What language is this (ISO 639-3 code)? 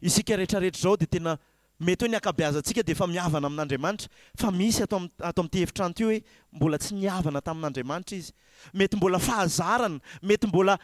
mlg